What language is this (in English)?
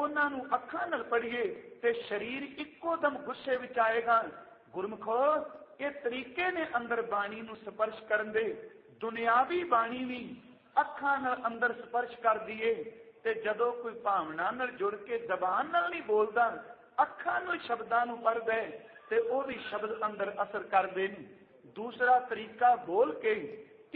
Punjabi